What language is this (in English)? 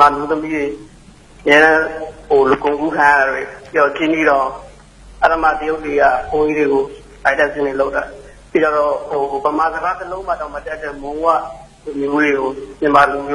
Burmese